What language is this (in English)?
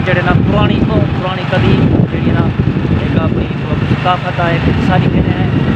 Saraiki